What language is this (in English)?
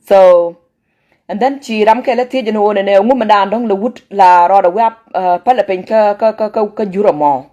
Nuer